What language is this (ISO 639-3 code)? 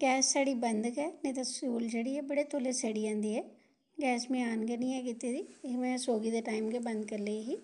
doi